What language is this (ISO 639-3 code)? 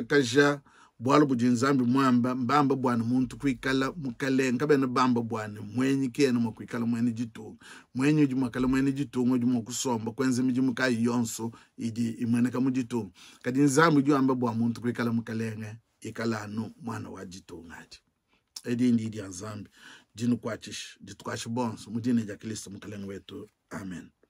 lua